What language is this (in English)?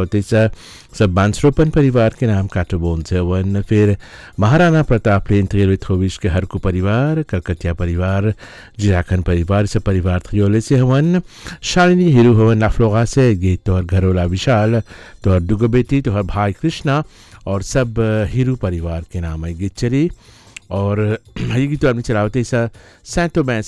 Bhojpuri